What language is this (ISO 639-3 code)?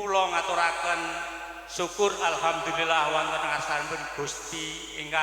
jav